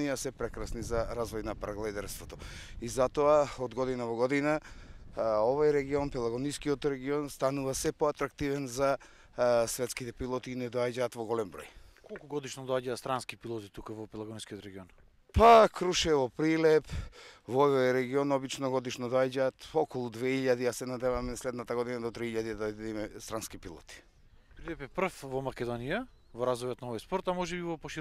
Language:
Macedonian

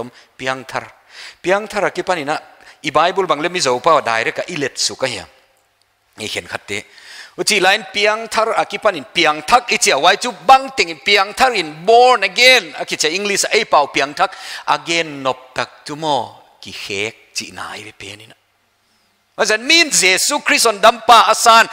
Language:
Paite Chin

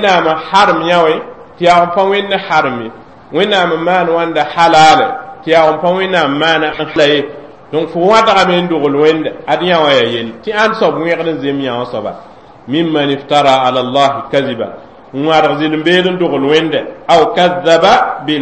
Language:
Mossi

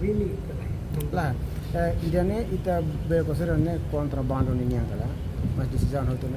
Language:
Tetum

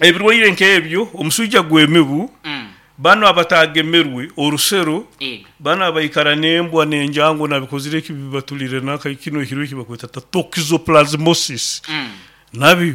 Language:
Nyoro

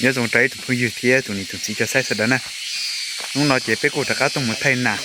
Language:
Hmong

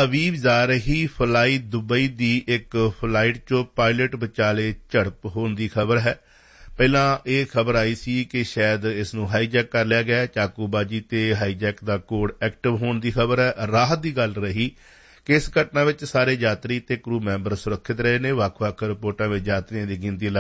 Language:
Punjabi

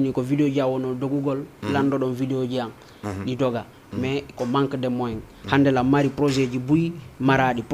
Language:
Fula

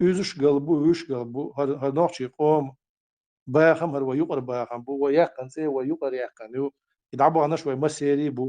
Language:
Chechen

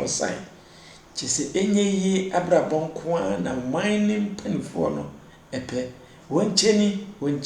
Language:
Akan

